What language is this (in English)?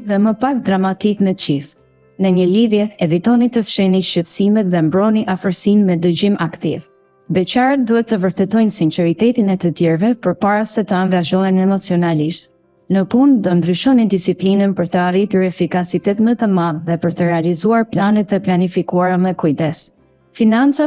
Albanian